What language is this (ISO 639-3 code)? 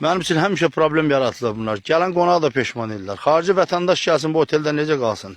aze